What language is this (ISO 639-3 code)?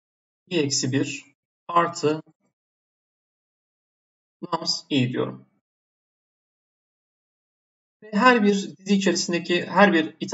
tur